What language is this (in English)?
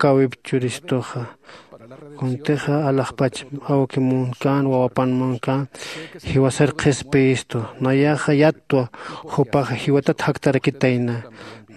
Aymara